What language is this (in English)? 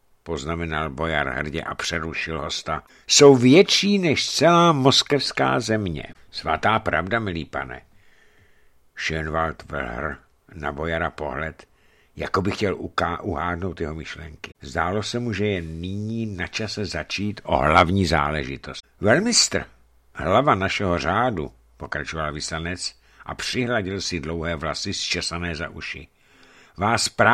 Czech